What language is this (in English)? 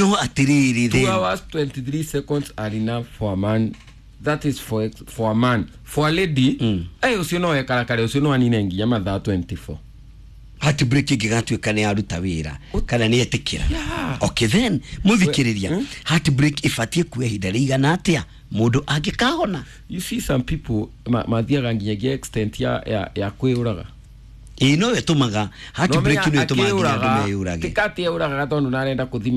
Kikuyu